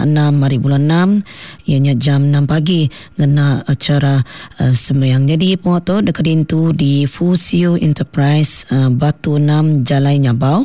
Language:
Iban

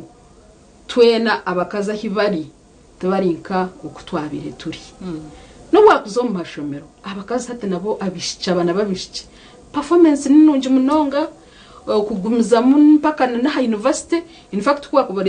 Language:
Nyankole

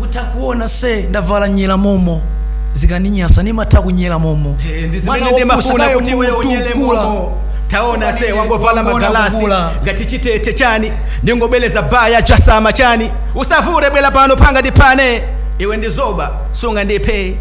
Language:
Nyanja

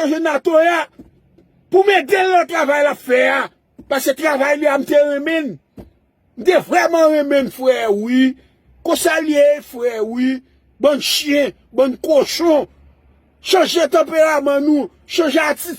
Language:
Haitian Creole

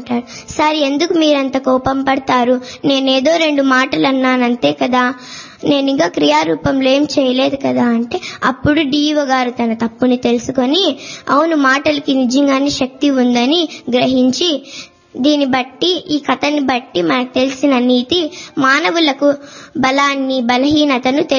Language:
Telugu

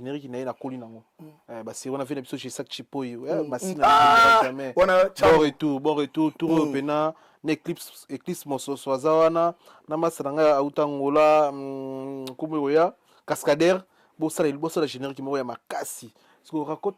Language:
Lingala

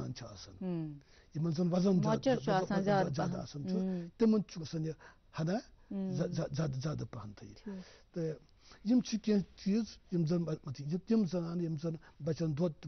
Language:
Kashmiri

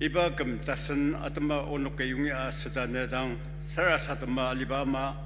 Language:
Ao Naga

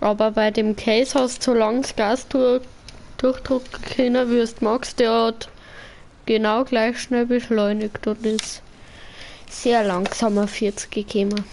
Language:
Bavarian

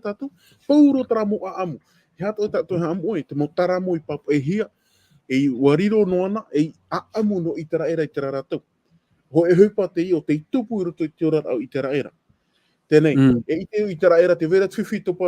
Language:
Tahitian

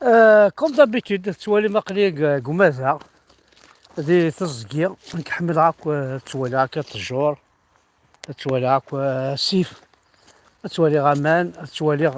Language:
Kabyle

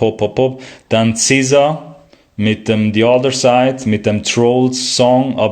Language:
Swiss German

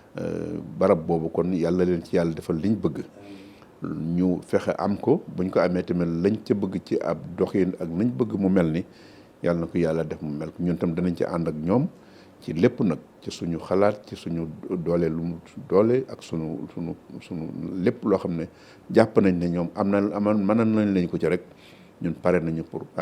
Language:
Wolof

